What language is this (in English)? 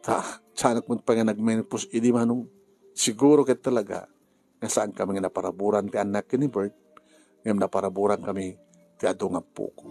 Iloko